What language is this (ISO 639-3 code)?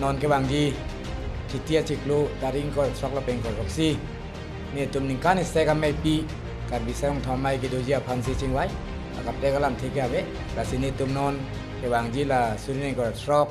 mjw